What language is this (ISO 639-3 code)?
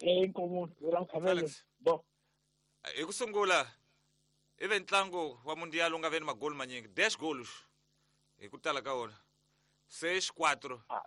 tso